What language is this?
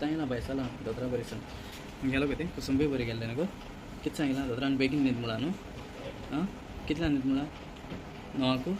Konkani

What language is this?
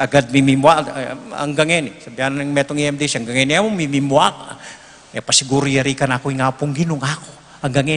Pampanga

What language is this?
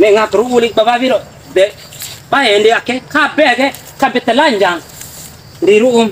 Bima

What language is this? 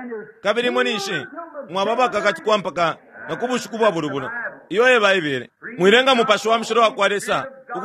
Bemba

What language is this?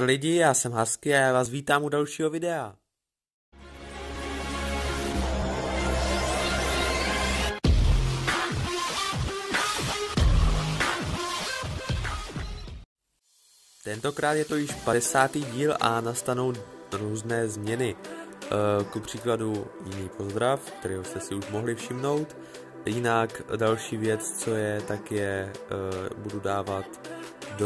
Czech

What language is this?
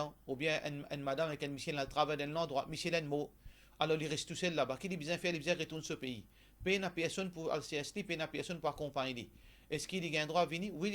Morisyen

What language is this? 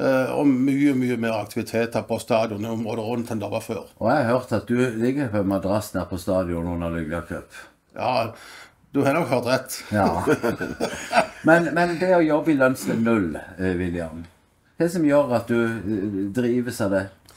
Norwegian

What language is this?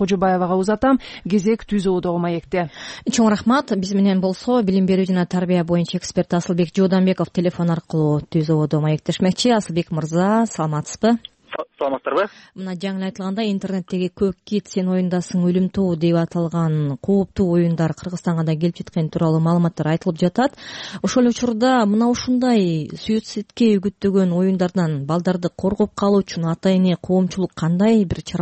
Kyrgyz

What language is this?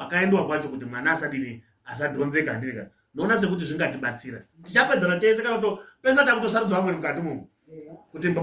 Shona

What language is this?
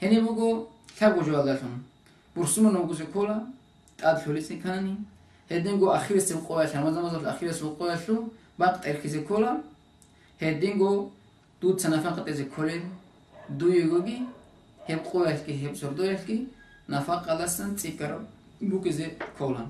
Avaric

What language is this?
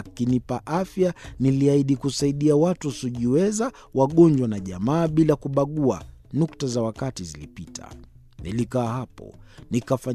Swahili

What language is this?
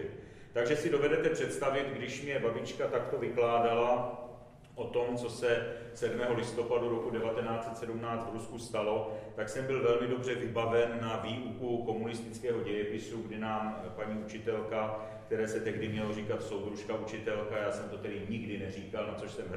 Czech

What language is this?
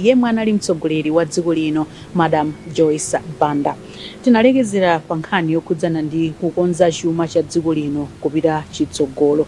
Nyanja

